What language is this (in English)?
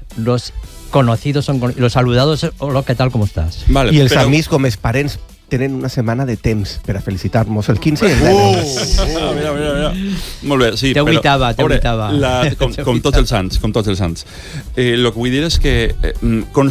Catalan